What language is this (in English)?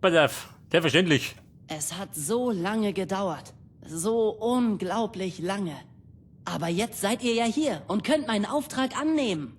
Bavarian